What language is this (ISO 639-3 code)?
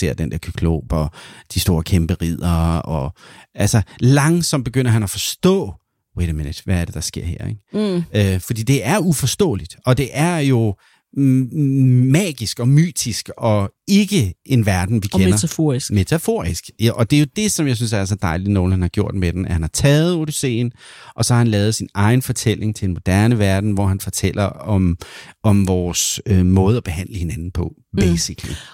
dan